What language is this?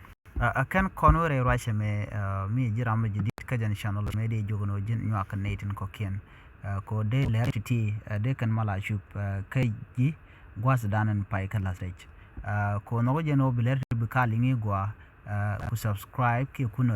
Nuer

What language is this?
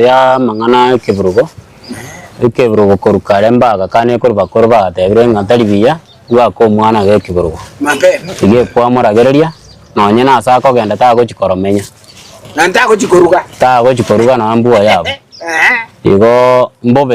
Gusii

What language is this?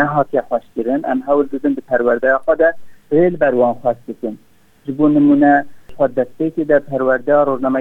Kurdish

